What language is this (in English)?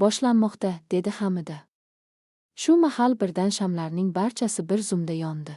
Uzbek